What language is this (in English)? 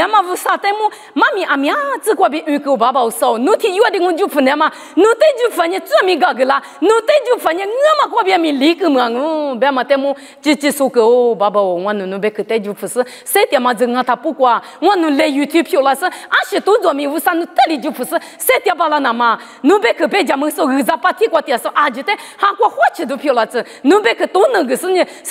Lisu